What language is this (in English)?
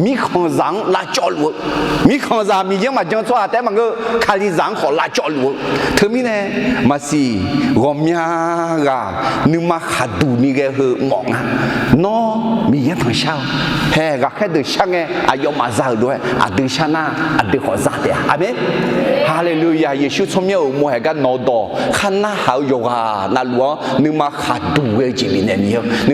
Akha